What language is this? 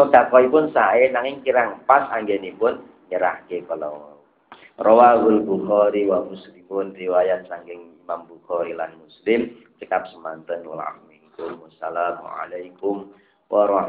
Javanese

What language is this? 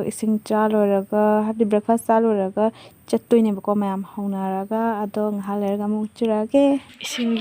Manipuri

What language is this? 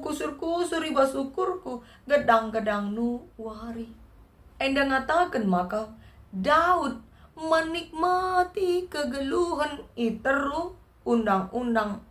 Batak Karo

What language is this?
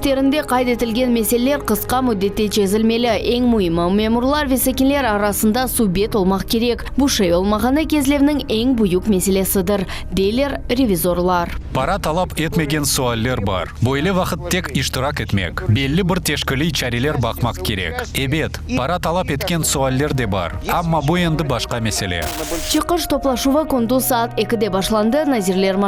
Crimean Tatar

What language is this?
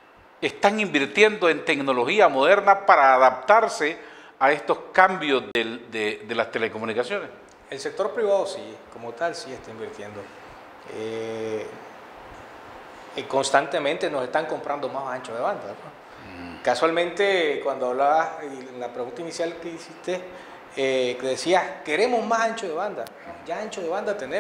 Spanish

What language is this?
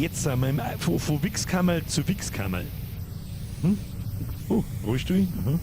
Bavarian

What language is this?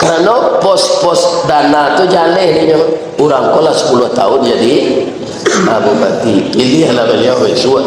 Minangkabau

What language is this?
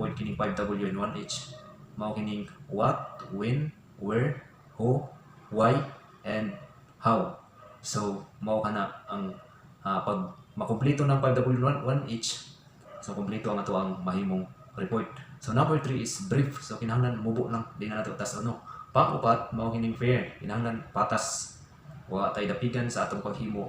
Cebuano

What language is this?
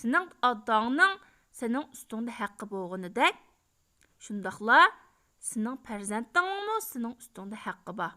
Uyghur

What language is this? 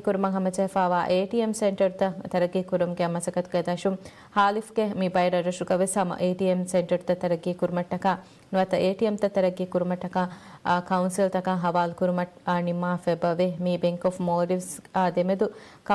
Divehi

